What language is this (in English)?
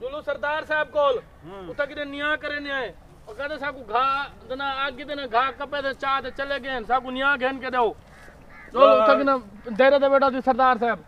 Saraiki